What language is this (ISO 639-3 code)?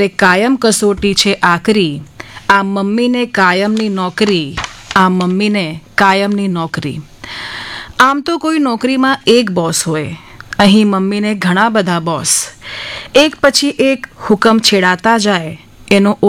guj